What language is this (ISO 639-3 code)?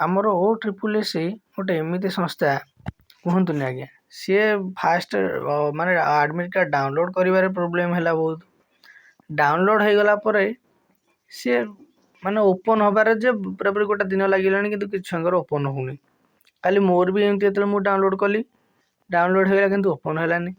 ori